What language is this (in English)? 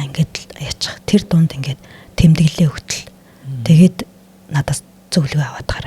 Mongolian